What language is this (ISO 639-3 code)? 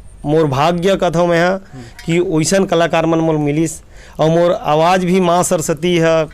hne